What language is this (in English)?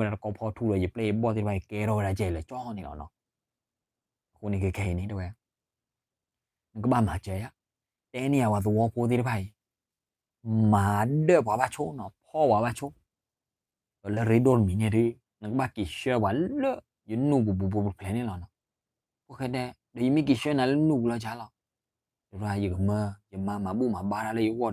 S'gaw Karen